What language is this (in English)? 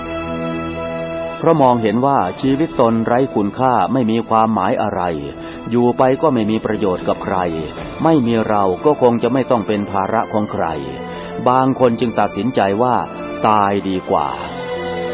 Thai